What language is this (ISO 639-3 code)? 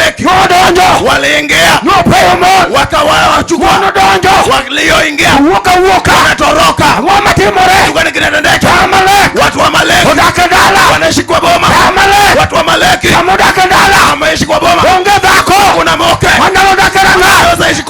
luo